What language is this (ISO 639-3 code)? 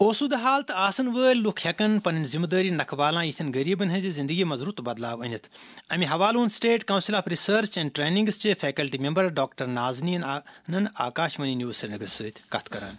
kas